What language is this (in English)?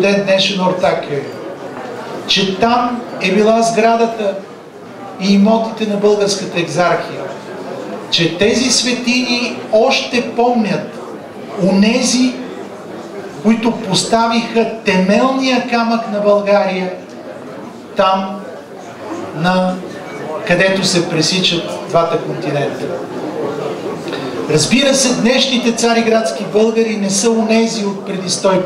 Bulgarian